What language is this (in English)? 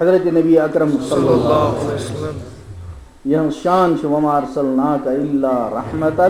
Kashmiri